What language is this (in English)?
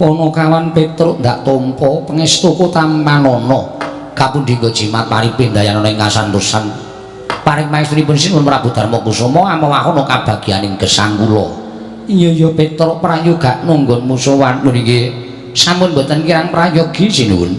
Javanese